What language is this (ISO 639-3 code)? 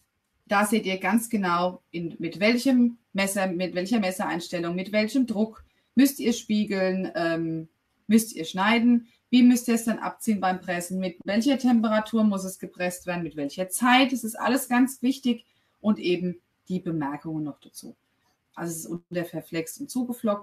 deu